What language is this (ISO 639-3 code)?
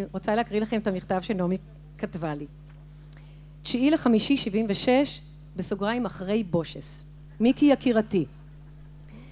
heb